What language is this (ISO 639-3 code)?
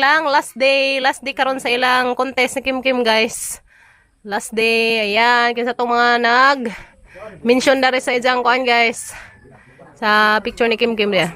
ceb